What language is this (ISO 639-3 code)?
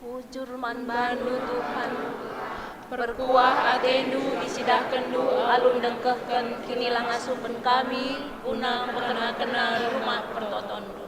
btx